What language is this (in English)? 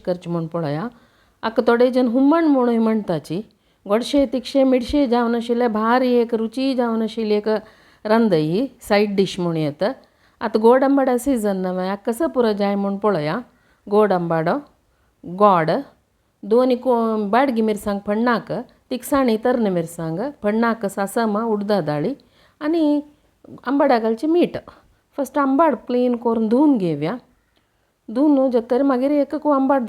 Konkani